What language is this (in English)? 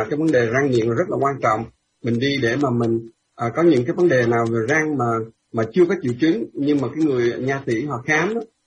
Vietnamese